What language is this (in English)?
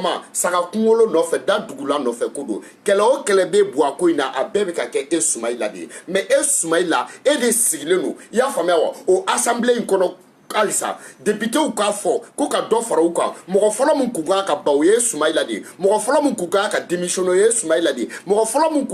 Bambara